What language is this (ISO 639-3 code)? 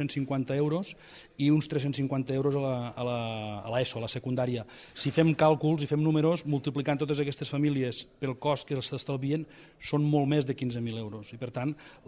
cat